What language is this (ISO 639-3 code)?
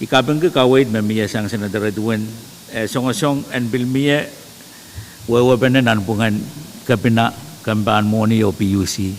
pon